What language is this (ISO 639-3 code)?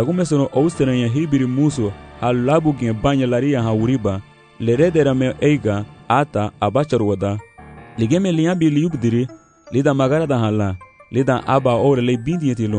cab